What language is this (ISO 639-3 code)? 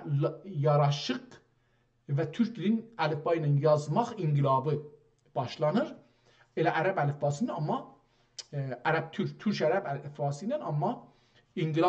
azb